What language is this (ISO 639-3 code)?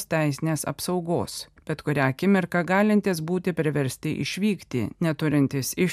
lit